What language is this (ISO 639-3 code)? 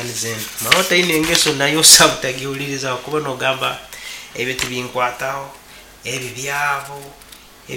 nyn